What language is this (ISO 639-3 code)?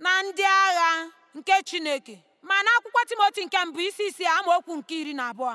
ibo